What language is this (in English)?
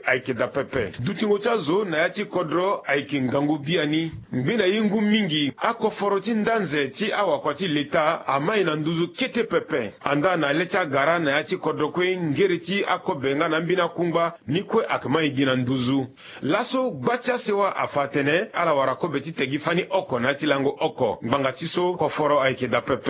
Sango